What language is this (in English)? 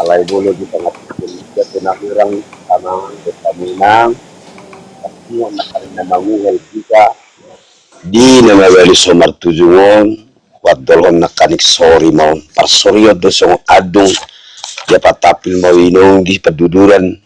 Batak Toba